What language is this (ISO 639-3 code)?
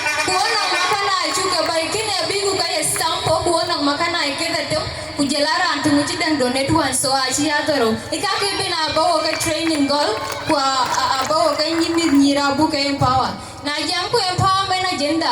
din